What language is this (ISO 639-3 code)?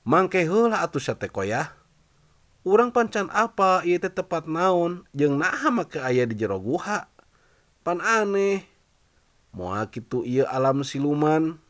sun